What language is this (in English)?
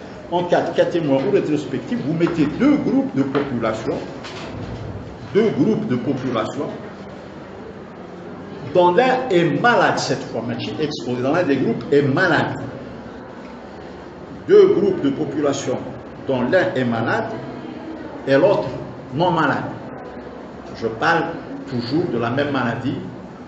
French